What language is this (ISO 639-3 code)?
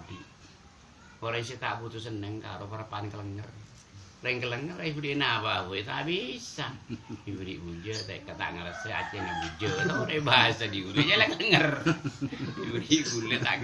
mad